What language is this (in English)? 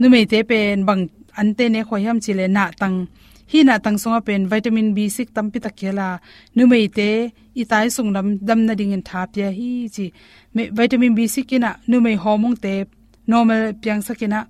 Tedim Chin